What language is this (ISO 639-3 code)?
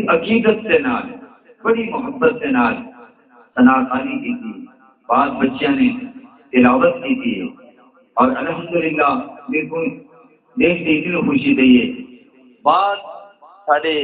skr